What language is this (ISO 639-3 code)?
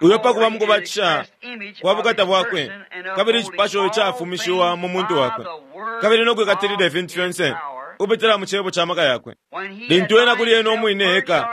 bem